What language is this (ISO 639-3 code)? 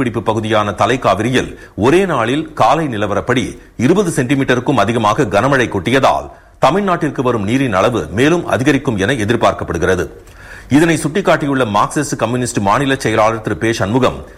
tam